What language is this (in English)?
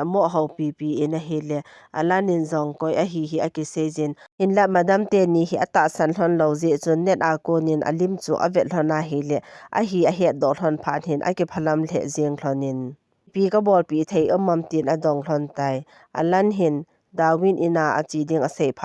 Thado Chin